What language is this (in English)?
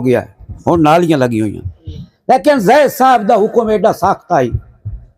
Saraiki